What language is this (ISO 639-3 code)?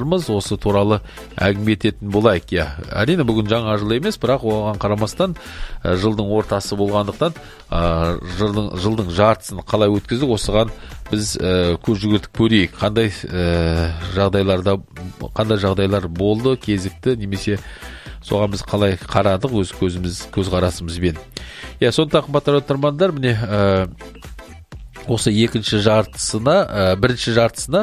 kaz